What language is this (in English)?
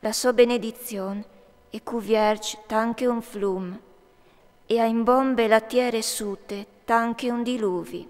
Friulian